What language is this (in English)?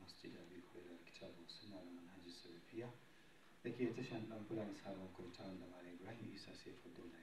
Hausa